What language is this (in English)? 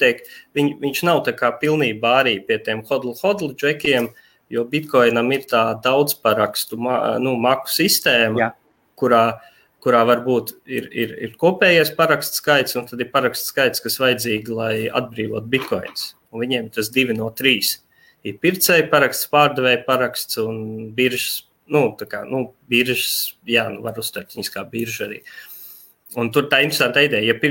Latvian